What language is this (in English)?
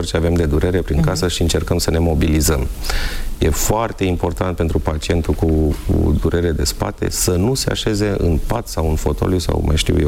Romanian